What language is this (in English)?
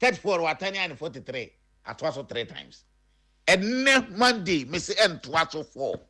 Akan